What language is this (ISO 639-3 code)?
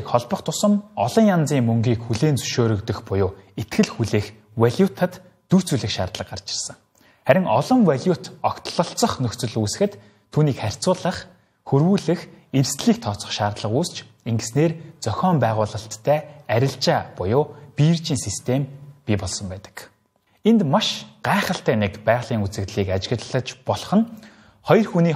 mon